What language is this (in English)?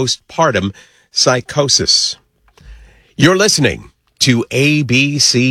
English